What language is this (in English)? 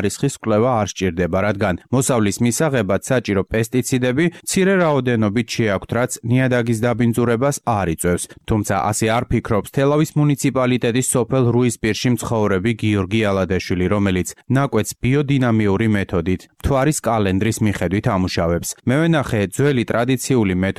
Georgian